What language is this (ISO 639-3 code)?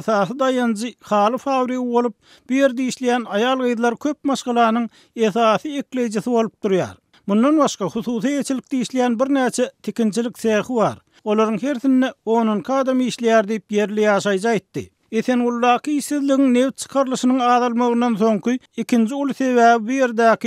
tuk